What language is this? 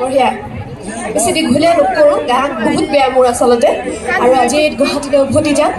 Assamese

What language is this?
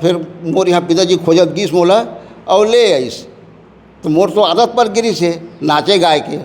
Chhattisgarhi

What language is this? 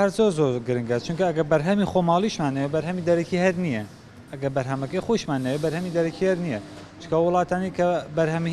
Central Kurdish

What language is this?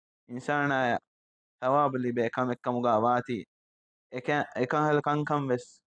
Divehi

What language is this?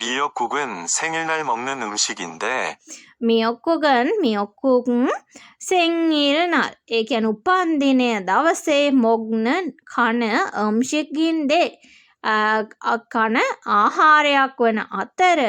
Sinhala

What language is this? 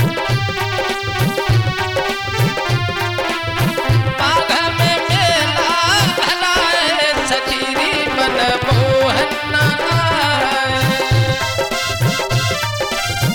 Bhojpuri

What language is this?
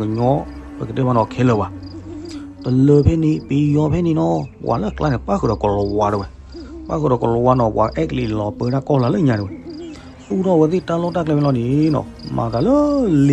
S'gaw Karen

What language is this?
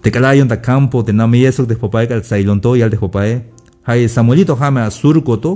Tzeltal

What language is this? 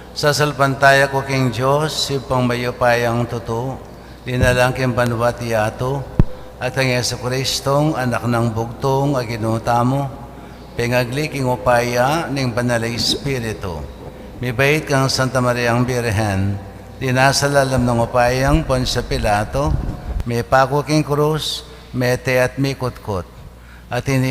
Pampanga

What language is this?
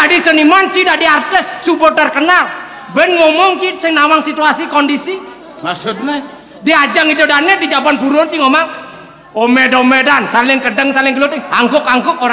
Balinese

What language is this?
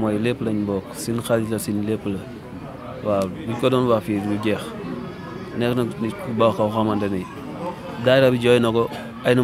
Wolof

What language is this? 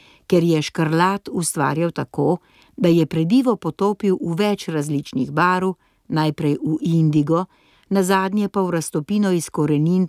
Slovenian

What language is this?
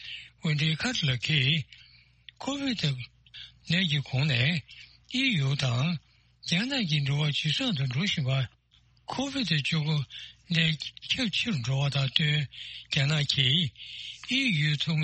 Tibetan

